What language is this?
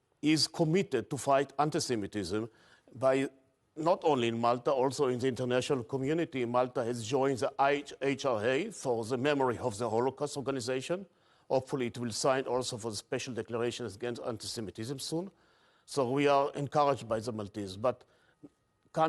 English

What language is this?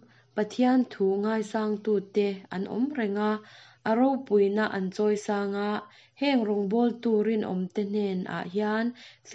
Mizo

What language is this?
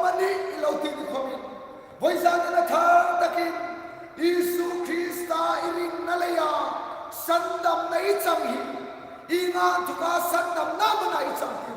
Hmar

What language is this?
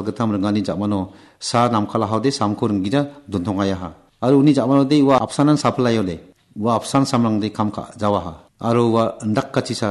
Garo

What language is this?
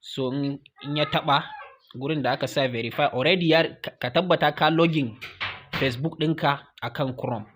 Hausa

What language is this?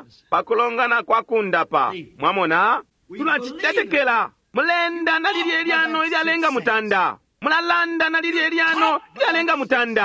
Bemba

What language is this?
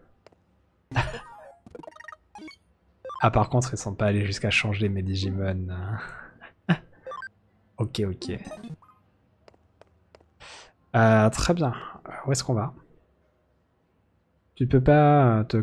French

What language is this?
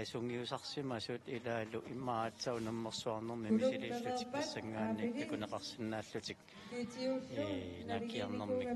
Kalaallisut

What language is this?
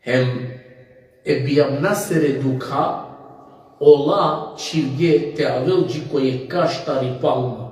Balkan Romani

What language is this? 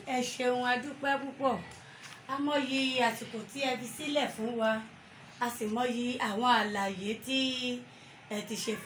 Yoruba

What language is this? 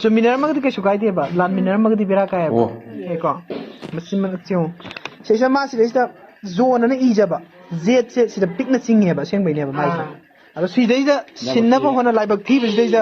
Manipuri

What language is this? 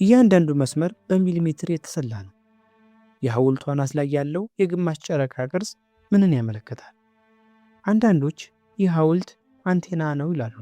Amharic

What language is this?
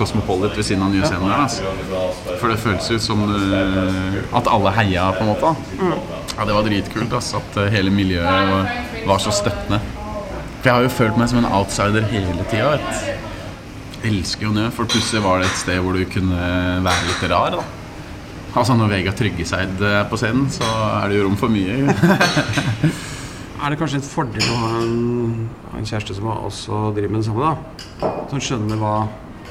Norwegian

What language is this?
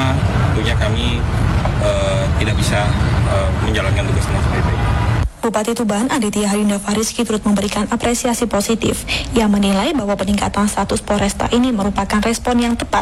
Indonesian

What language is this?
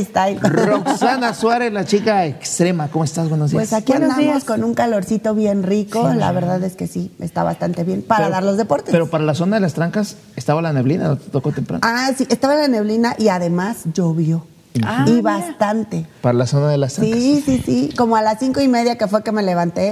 Spanish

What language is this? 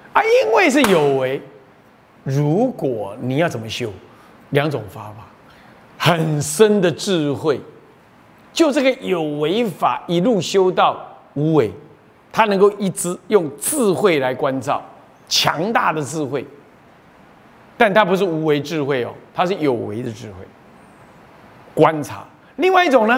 Chinese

